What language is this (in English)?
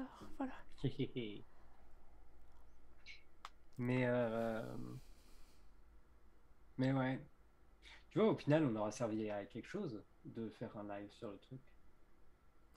French